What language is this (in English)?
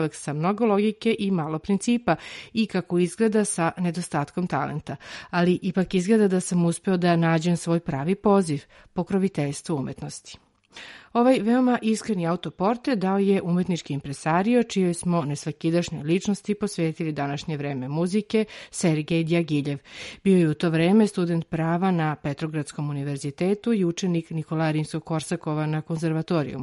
Serbian